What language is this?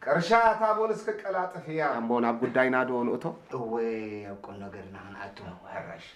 Tigrinya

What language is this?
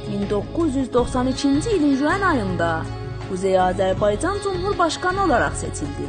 South Azerbaijani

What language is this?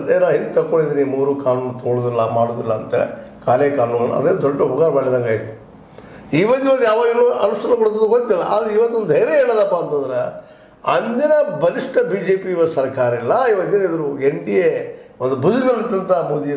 Kannada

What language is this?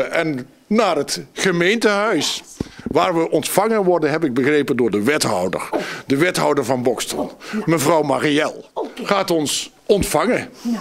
Dutch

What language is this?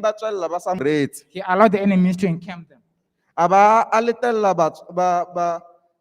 Tswana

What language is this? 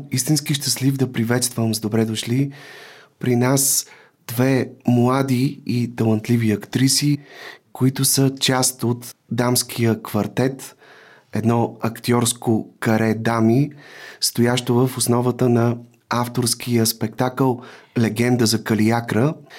Bulgarian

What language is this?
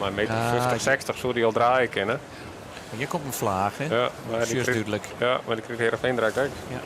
Western Frisian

